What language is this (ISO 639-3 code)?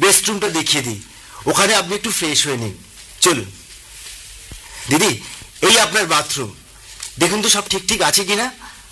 ben